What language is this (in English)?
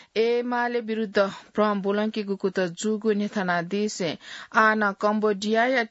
Newari